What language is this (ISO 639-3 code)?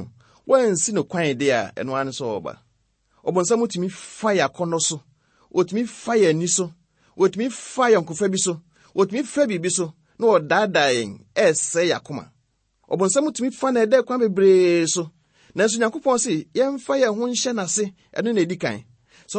aka